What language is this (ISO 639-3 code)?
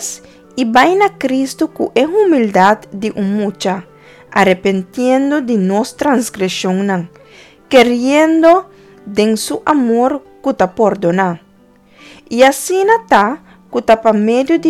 pap